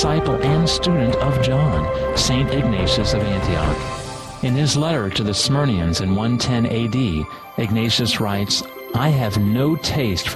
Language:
English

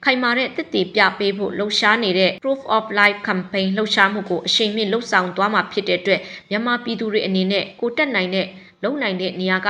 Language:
Burmese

